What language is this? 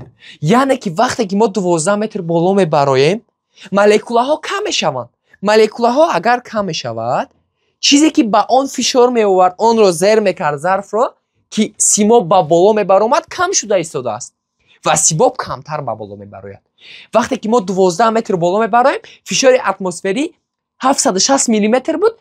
Tajik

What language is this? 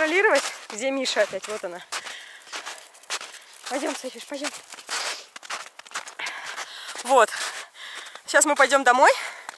Russian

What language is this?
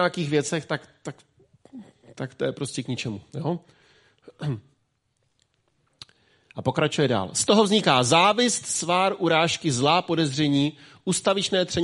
Czech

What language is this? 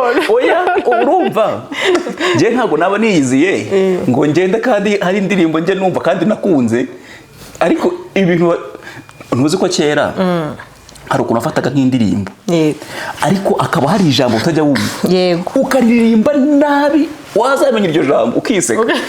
Kinyarwanda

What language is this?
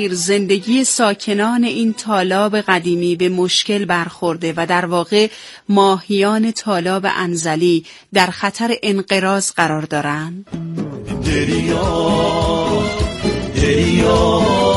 Persian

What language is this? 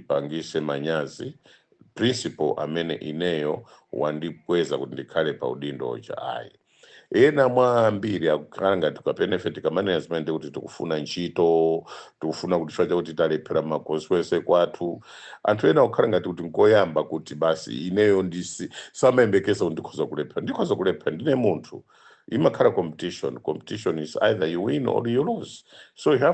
Nyanja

